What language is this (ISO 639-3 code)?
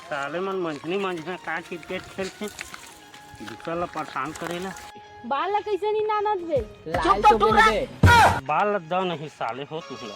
hne